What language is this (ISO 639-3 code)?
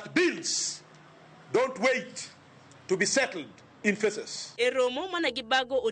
luo